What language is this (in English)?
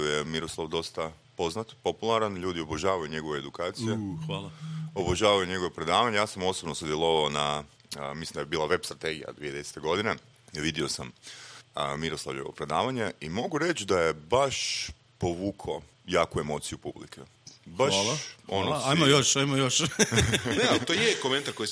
Croatian